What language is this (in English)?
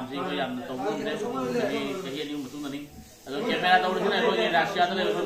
Manipuri